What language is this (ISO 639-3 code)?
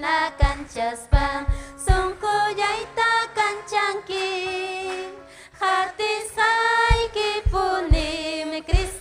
quy